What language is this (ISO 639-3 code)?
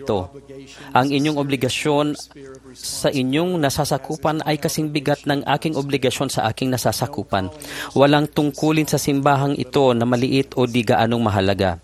fil